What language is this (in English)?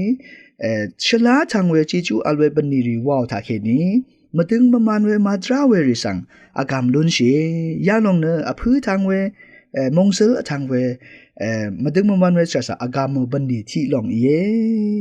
Rawang